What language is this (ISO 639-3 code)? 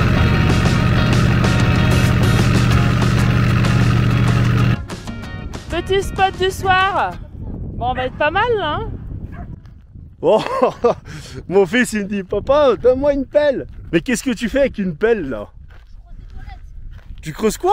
fra